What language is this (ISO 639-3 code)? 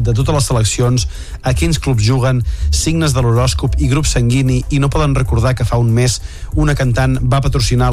cat